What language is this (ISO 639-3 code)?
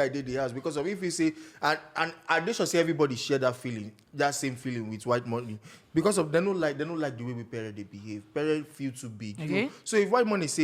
pcm